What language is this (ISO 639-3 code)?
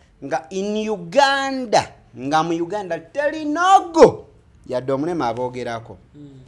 lug